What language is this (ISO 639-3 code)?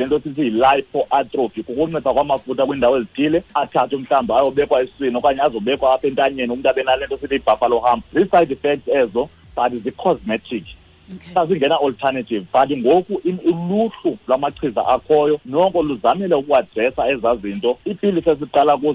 xho